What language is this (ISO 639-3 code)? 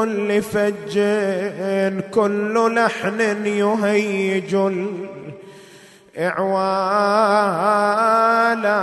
ara